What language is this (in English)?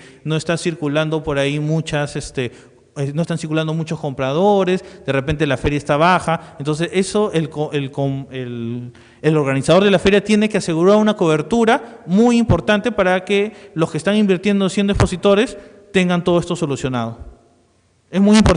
Spanish